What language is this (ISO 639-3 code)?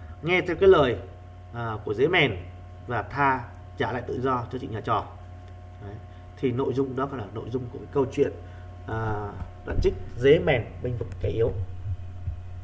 vie